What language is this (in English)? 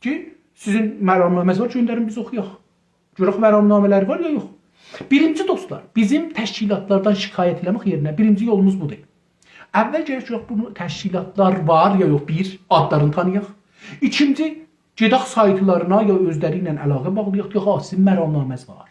South Azerbaijani